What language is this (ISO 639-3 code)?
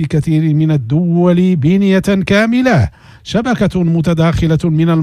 ara